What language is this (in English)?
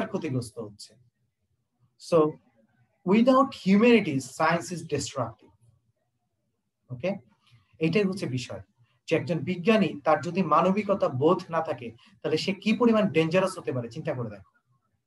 Bangla